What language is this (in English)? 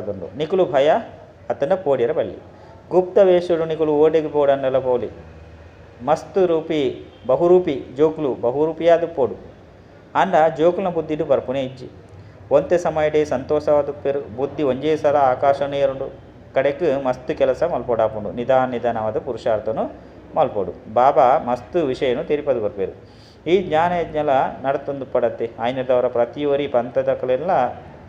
Tulu